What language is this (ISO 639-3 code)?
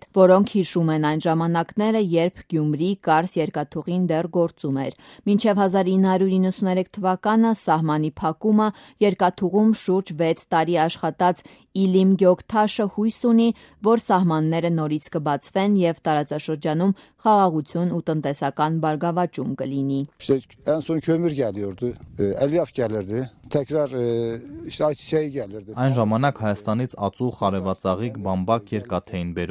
hye